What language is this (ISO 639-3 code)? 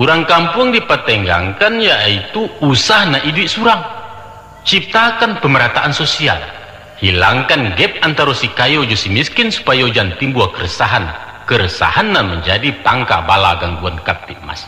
min